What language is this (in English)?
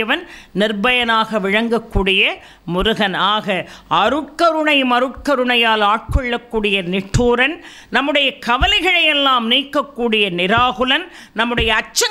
Tamil